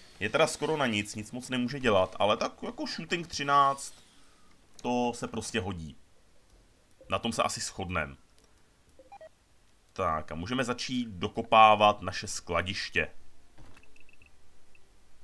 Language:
Czech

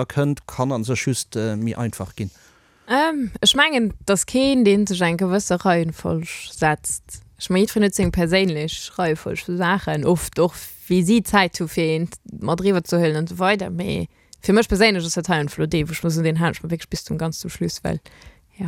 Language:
Luxembourgish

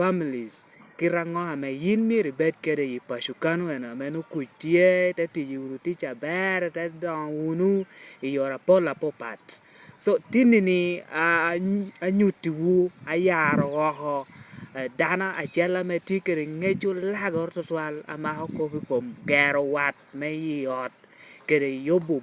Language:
Lango (Uganda)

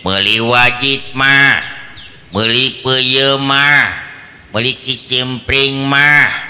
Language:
Sundanese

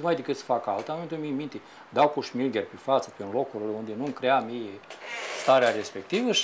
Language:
Romanian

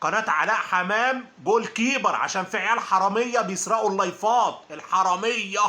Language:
Egyptian Arabic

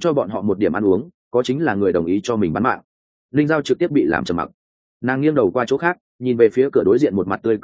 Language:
Vietnamese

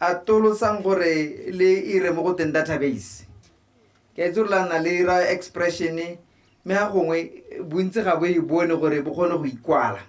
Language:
Tswana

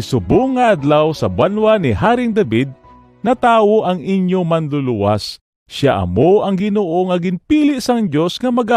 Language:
Hiligaynon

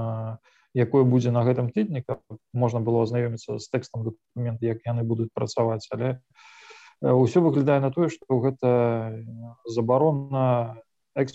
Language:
Belarusian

